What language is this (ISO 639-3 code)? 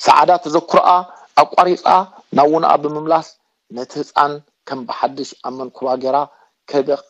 tir